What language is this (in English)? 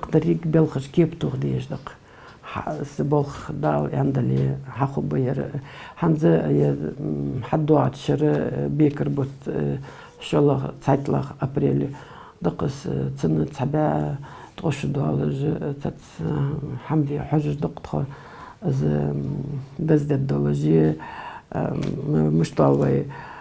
Ingush